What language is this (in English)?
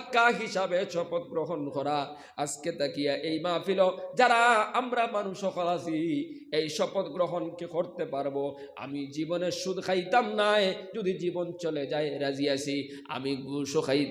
Sylheti